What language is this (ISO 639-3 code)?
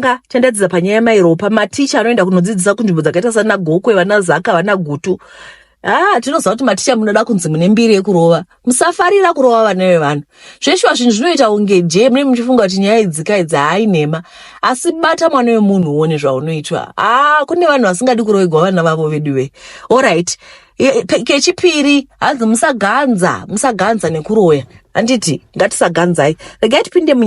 sna